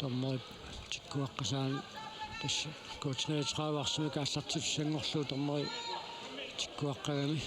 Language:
Kalaallisut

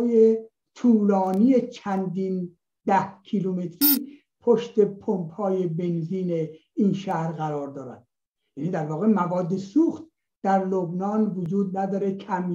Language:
Persian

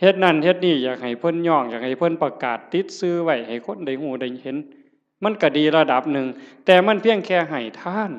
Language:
Northeastern Thai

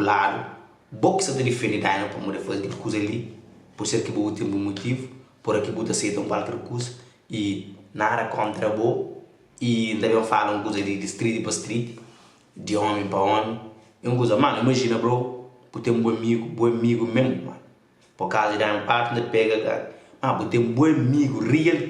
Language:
Kabuverdianu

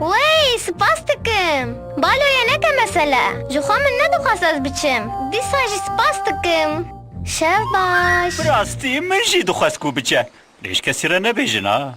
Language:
Kurdish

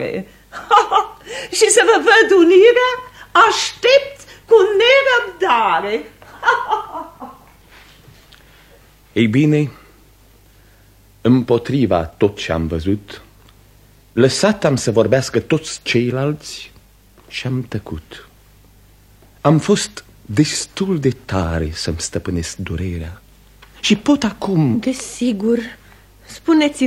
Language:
Romanian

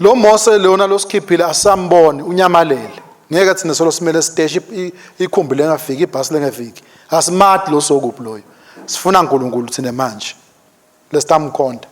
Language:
Swati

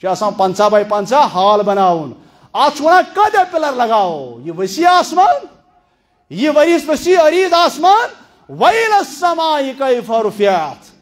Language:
Kashmiri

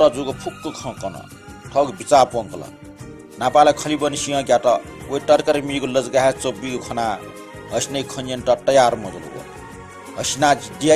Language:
Newari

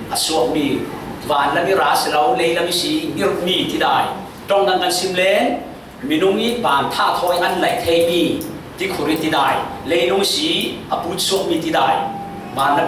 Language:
Falam Chin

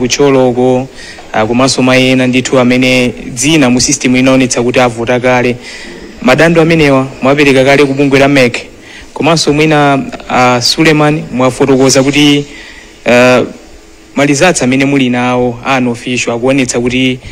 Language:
Nyanja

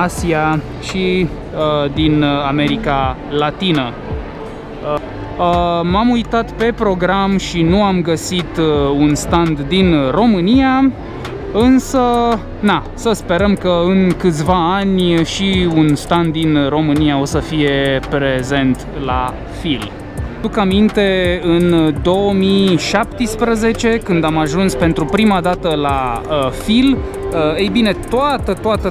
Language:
Romanian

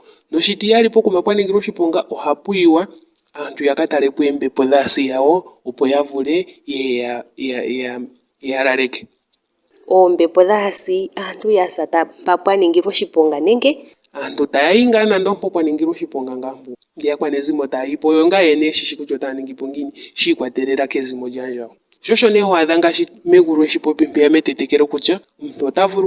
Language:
Ndonga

